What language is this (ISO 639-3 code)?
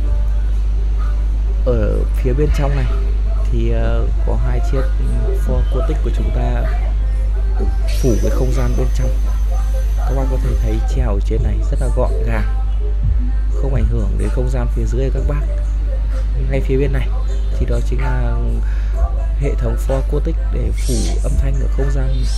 vie